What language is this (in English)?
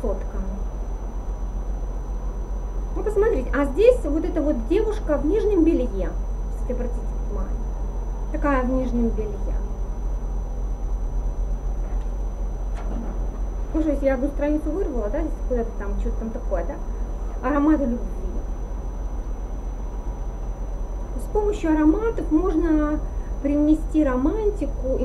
Russian